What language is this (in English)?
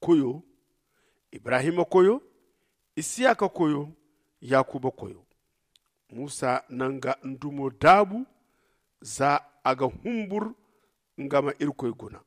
Zarma